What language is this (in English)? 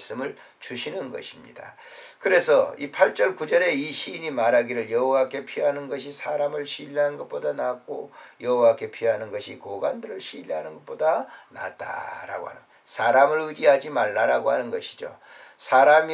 Korean